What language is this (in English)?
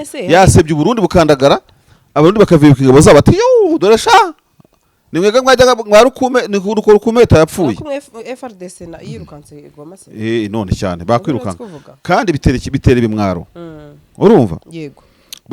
Kinyarwanda